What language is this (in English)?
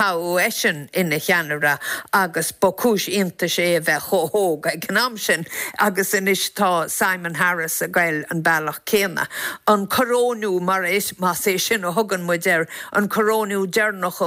Irish